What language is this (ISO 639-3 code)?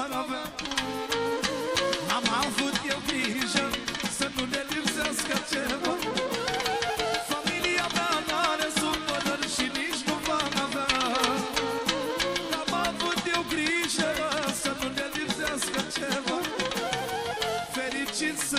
ron